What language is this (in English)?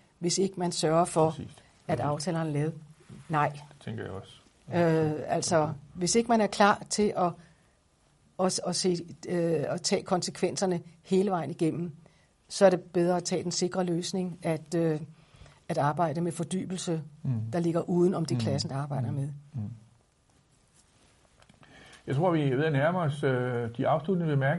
Danish